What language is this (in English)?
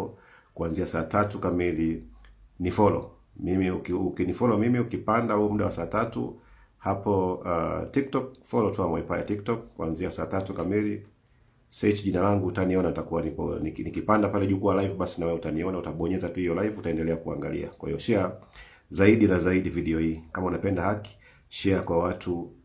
Swahili